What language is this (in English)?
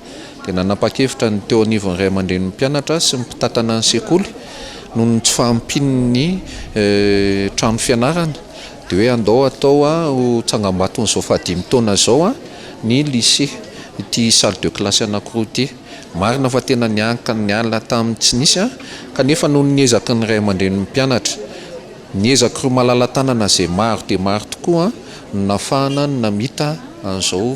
Malagasy